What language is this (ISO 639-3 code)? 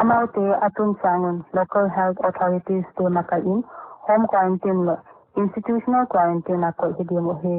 pck